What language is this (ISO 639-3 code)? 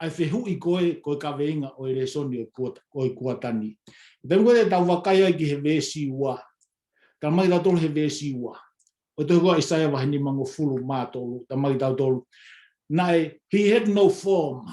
ton